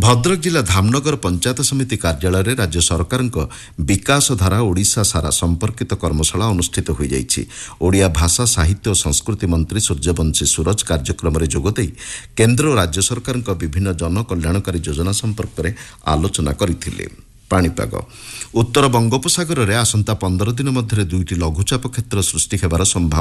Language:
Odia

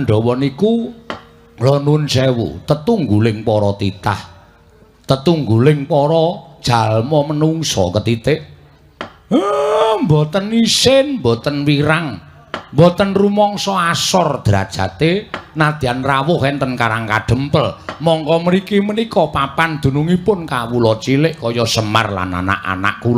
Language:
Javanese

